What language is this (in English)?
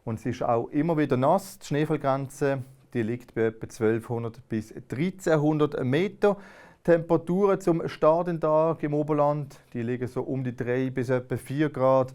Swiss German